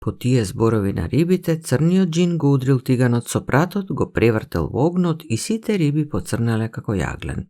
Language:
Macedonian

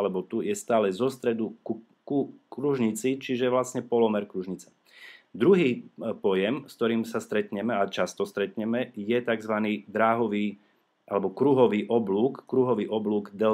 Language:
Slovak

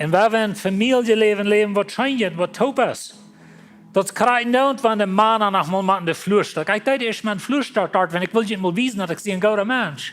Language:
Plautdietsch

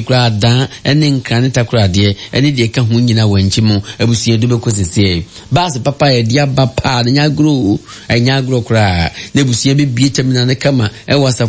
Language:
Akan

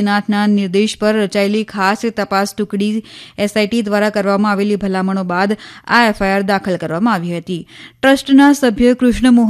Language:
Gujarati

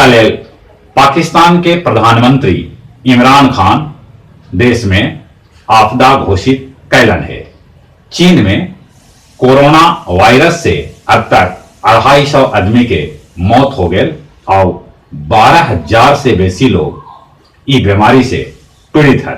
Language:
Magahi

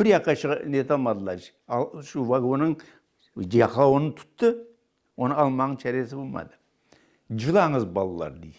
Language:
Crimean Tatar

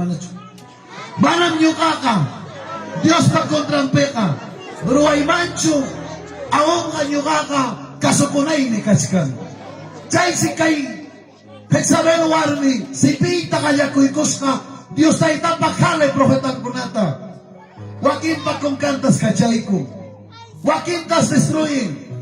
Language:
Ayacucho Quechua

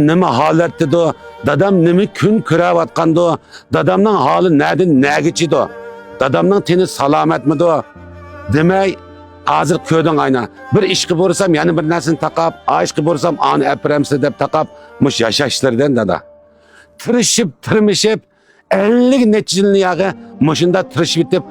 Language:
Uyghur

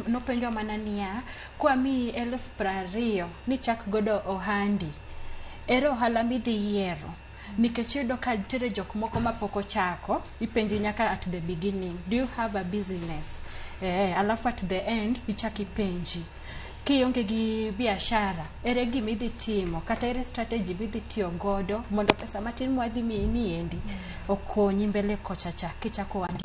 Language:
Luo (Kenya and Tanzania)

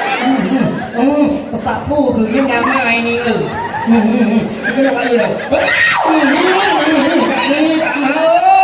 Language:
Achinese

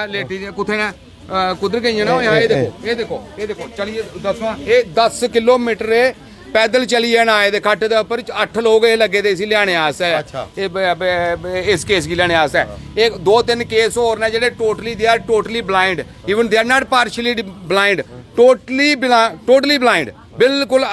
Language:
Dogri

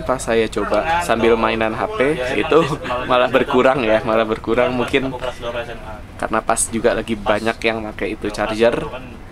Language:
Indonesian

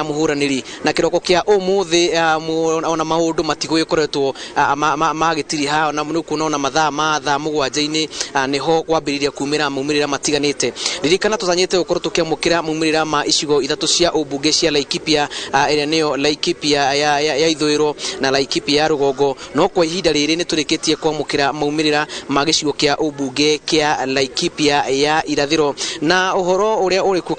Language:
Kikuyu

